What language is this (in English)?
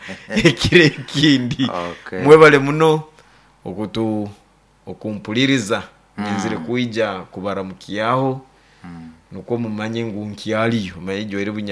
Nyoro